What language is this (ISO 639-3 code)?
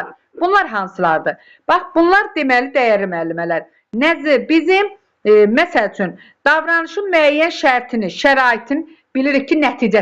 aze